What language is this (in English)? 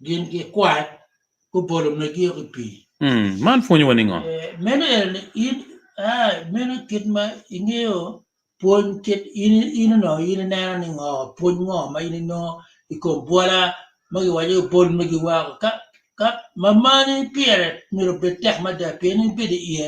Acoli